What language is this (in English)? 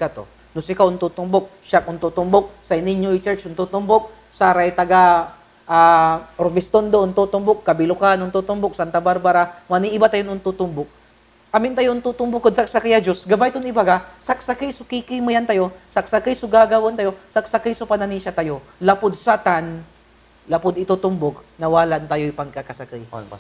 Pangasinan